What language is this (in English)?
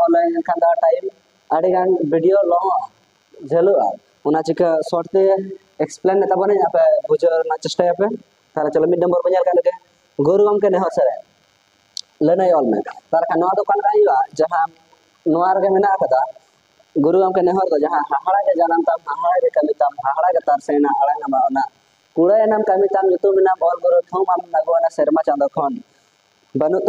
Santali